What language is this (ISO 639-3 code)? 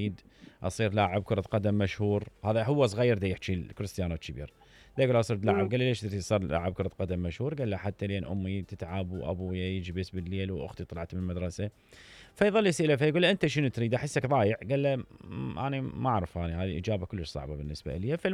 acm